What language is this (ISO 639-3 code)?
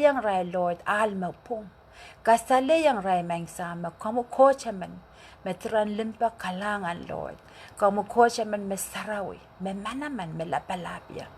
pon